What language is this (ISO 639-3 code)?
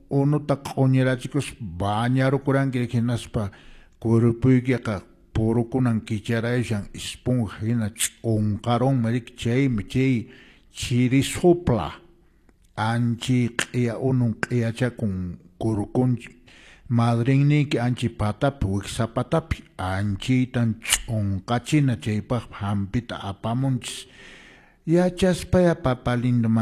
que